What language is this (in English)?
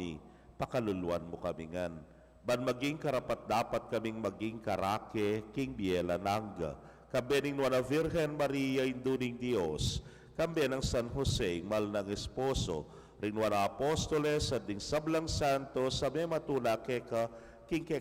Pampanga